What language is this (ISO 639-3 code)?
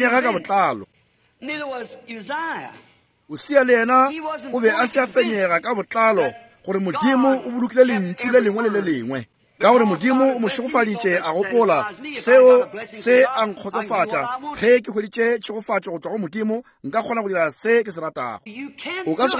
nso